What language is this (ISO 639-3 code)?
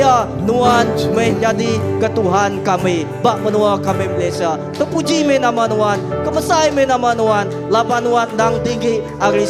iba